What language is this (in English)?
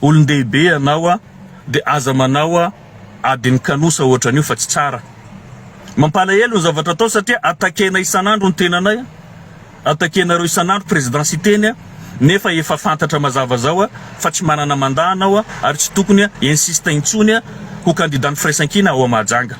Malagasy